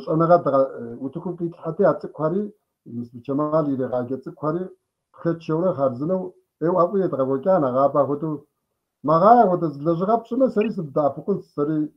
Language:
Kabardian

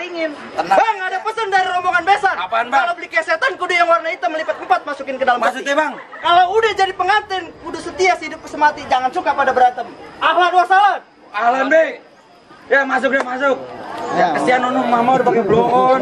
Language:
Betawi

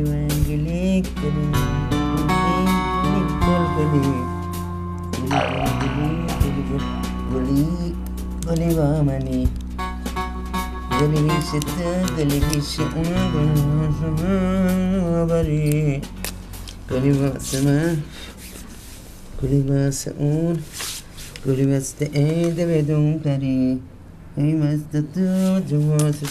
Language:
Persian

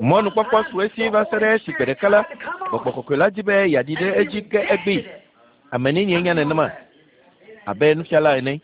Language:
Ewe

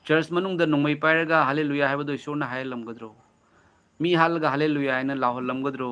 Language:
Manipuri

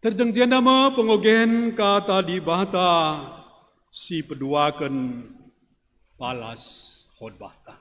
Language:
Batak Karo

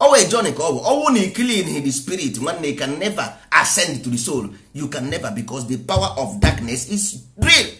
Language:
Igbo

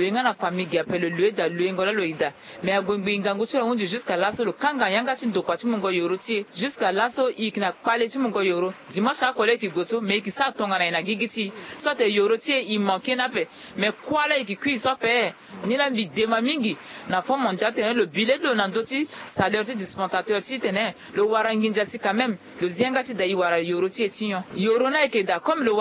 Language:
Sango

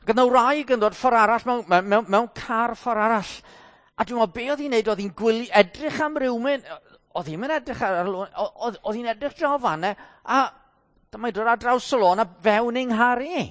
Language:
Welsh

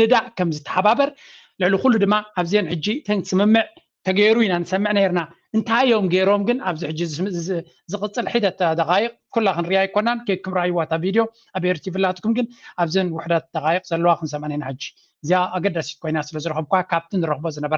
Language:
Tigrinya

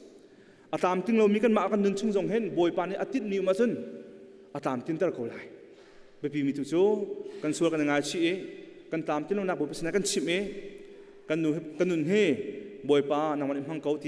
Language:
Hakha Chin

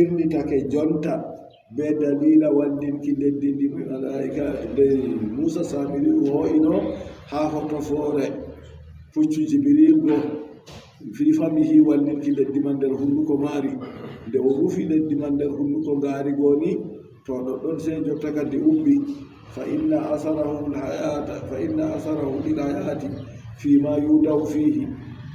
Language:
Adamawa Fulfulde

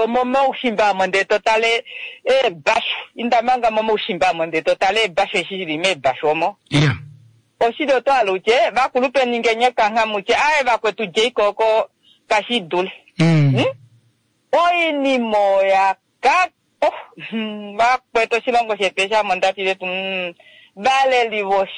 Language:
Kuanyama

